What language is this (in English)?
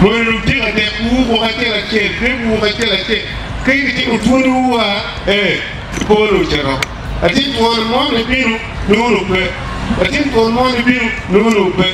Acoli